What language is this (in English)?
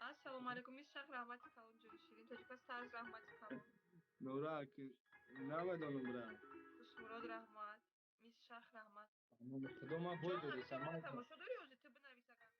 Tajik